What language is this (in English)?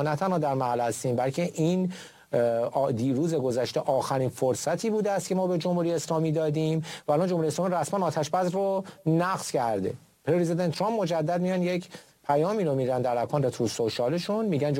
Persian